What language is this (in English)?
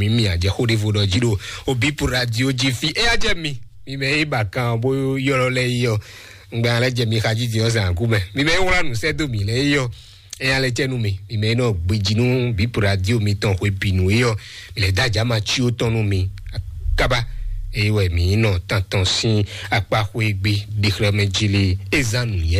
Fon